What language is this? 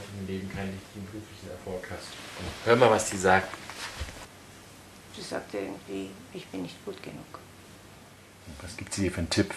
German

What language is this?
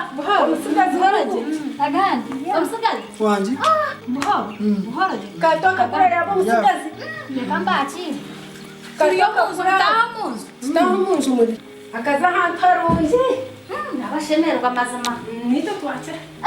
Nyankole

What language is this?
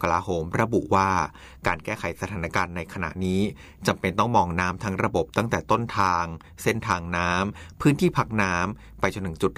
Thai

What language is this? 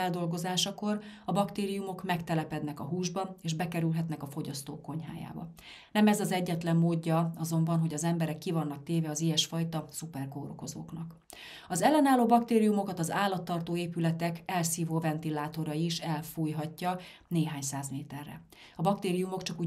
Hungarian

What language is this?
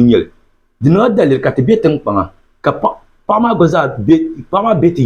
Dagbani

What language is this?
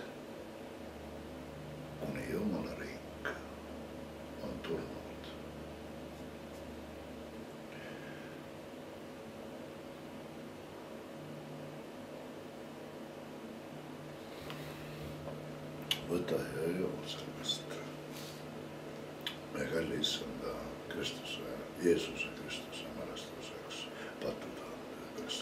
Estonian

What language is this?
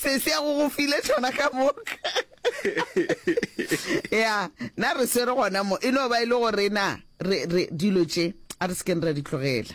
Northern Sotho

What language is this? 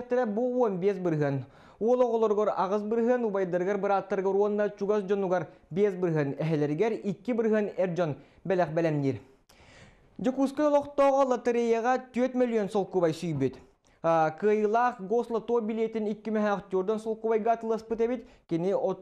Yakut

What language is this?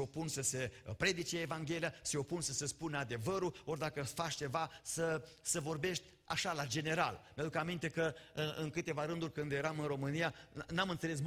Romanian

